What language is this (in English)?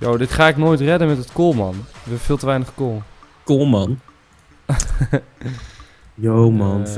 Dutch